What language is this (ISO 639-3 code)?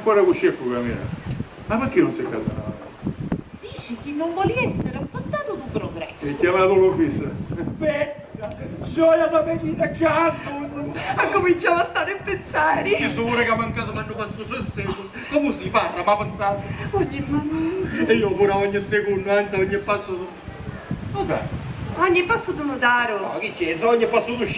scn